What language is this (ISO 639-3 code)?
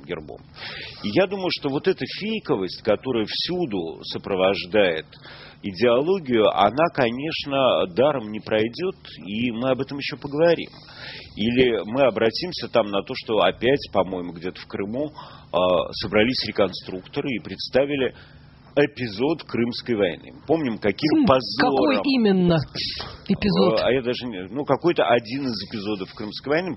rus